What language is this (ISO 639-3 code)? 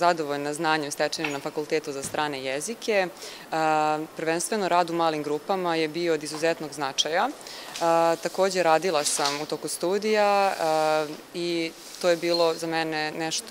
srp